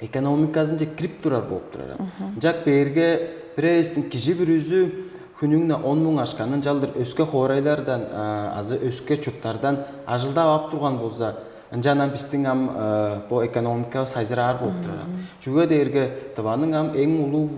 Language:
Tuvinian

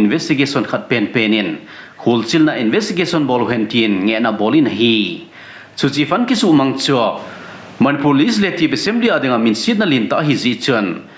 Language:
Thado Chin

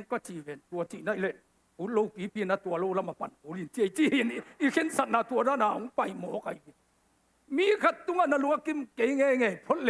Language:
Tedim Chin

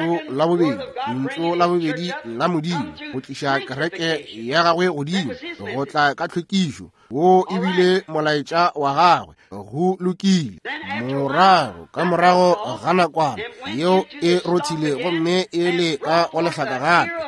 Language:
Northern Sotho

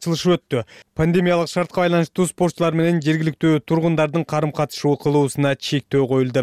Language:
Kyrgyz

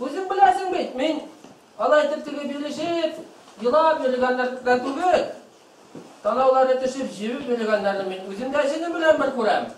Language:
Bashkir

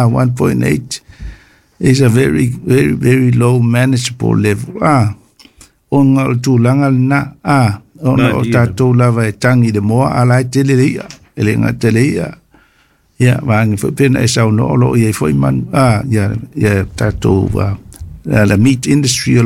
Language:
Samoan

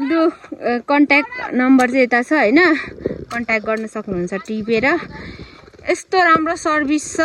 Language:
Nepali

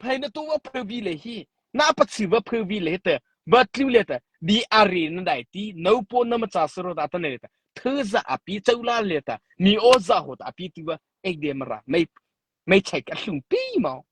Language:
Mara Chin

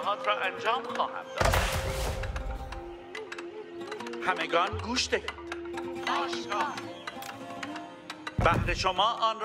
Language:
Persian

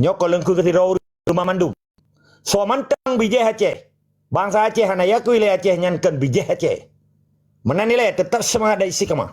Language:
Achinese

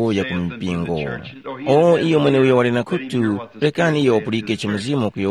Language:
Tumbuka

